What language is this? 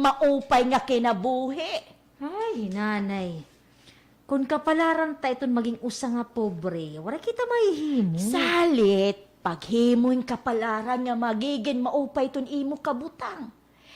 Waray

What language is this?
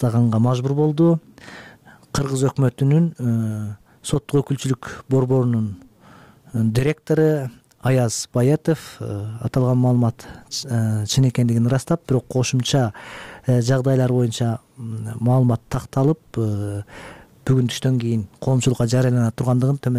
Kyrgyz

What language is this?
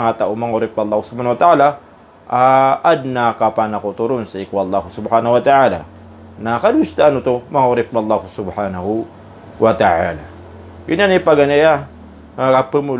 Maranao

